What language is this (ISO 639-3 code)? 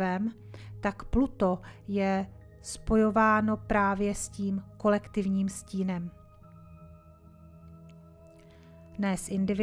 ces